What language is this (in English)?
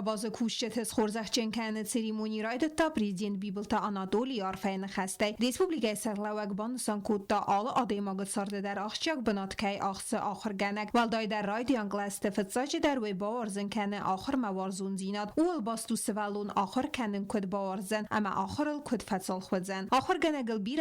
Ossetic